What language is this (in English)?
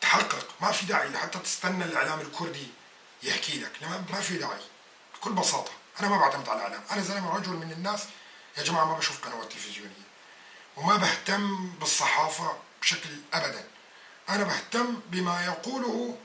North Levantine Arabic